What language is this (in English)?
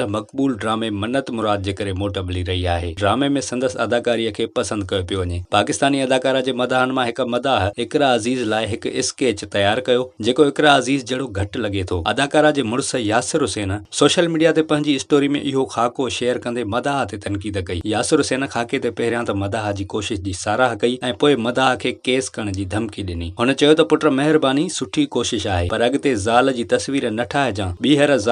Sindhi